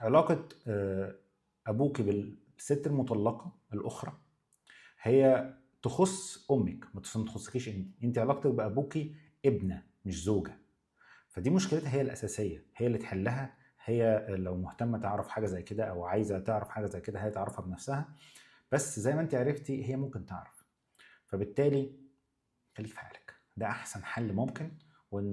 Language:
Egyptian Arabic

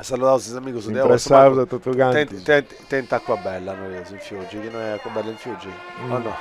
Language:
Sardinian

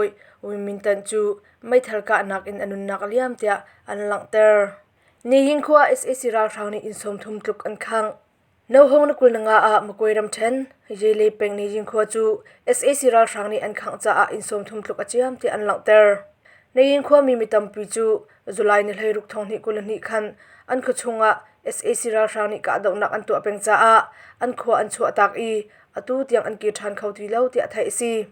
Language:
Hakha Chin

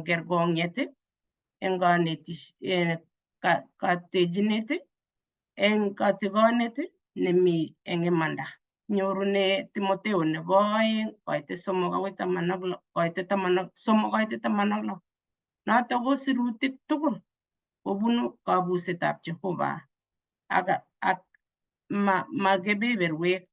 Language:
Kalenjin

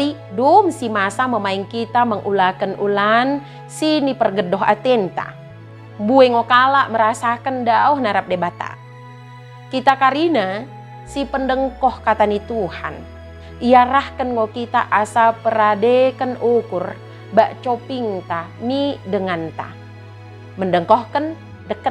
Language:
Batak Dairi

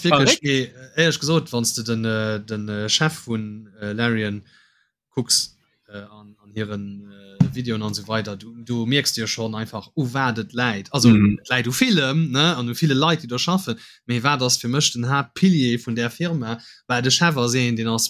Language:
Luxembourgish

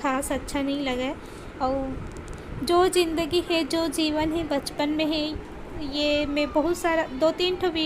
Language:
Chhattisgarhi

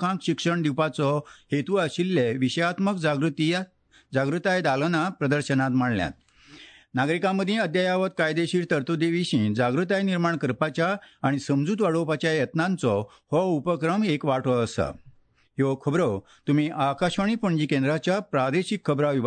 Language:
Konkani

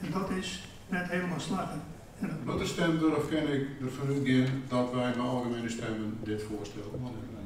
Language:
Western Frisian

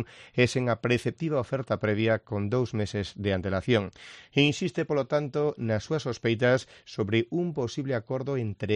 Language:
Galician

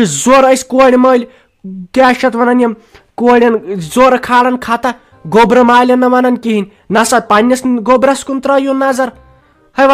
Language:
Kashmiri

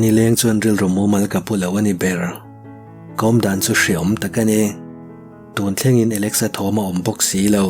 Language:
Mizo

